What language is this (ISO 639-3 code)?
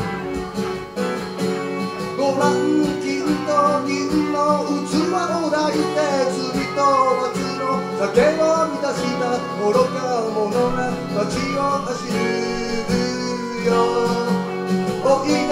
jpn